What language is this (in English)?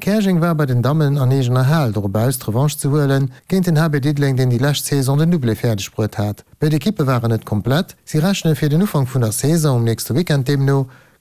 Luxembourgish